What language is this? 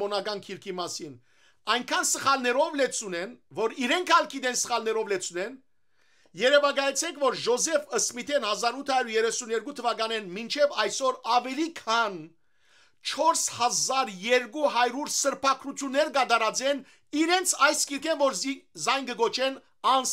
Western Armenian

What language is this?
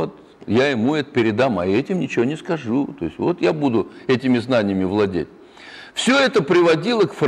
Russian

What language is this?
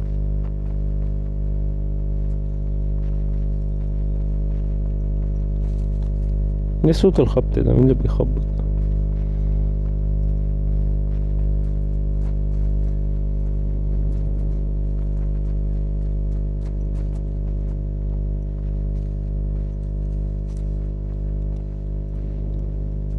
Egyptian Arabic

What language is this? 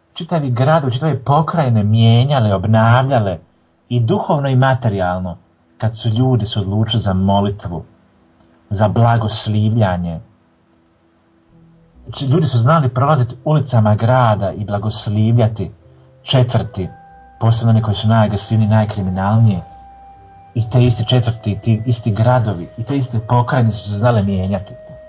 Croatian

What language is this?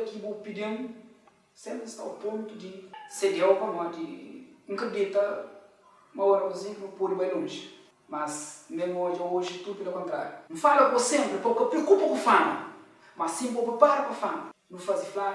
Kabuverdianu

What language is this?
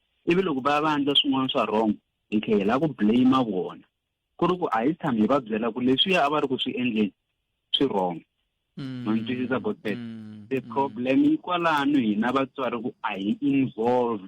Tsonga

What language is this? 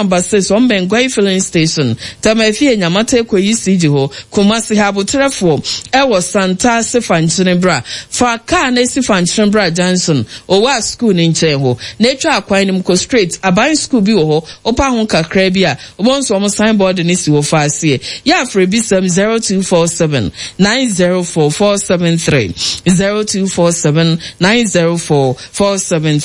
Akan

